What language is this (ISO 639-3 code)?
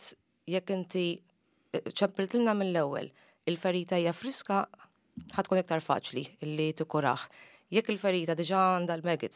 mlt